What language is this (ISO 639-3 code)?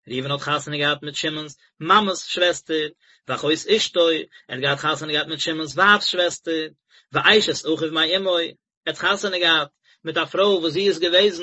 yid